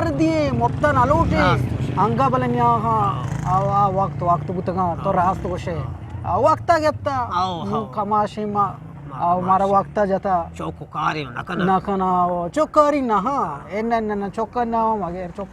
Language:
Eastern Balochi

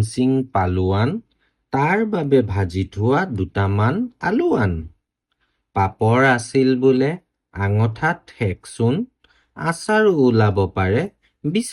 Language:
Assamese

